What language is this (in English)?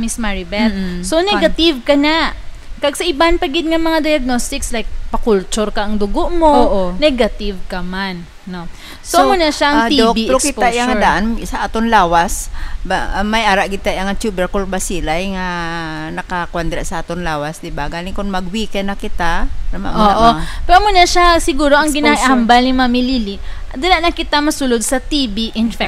Hiligaynon